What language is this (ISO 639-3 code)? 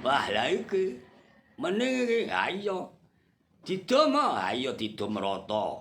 jav